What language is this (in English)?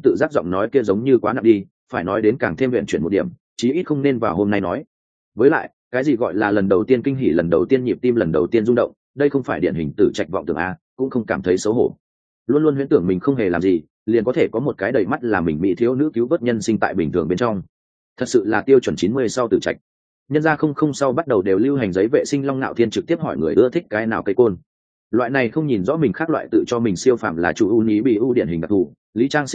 Vietnamese